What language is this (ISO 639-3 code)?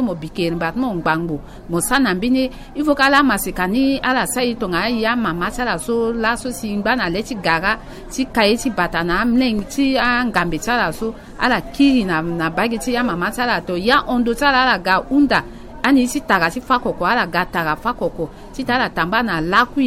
sag